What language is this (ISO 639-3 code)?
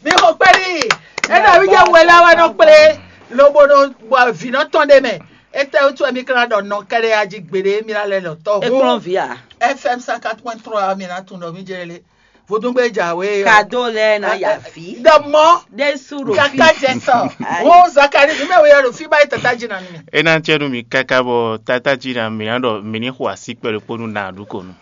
fon